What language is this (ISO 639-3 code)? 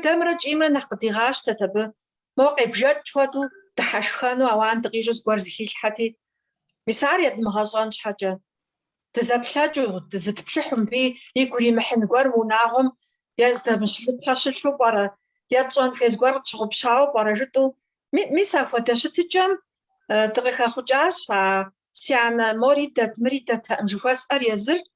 kbd